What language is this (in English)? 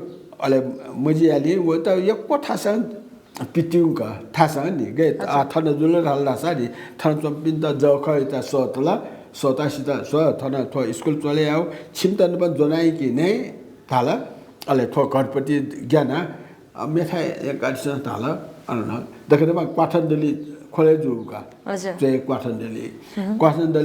Newari